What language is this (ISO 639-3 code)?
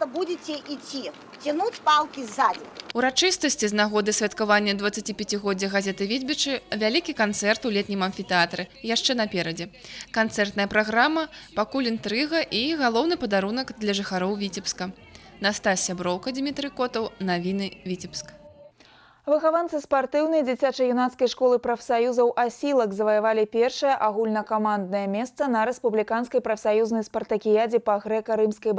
bel